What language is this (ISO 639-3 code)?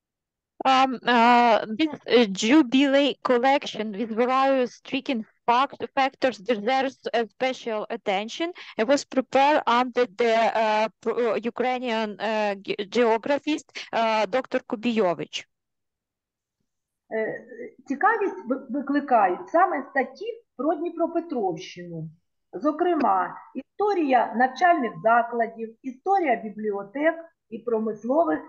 ukr